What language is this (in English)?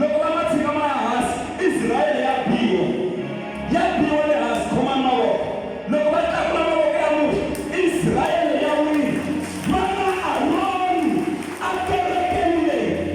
Tsonga